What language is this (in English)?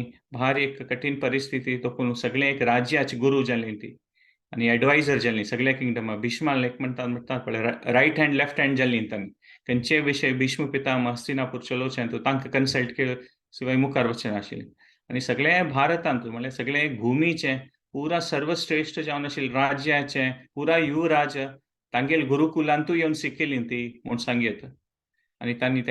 Konkani